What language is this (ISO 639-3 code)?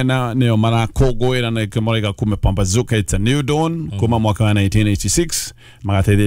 kik